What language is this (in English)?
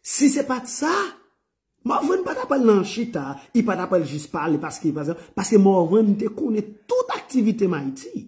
Haitian Creole